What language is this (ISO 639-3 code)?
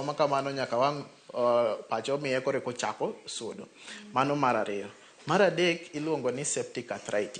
luo